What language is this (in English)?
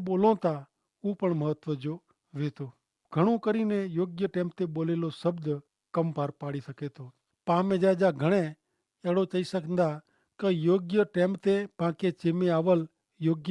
Kachhi